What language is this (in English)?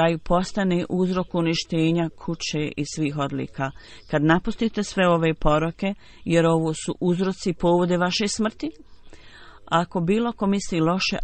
Bosnian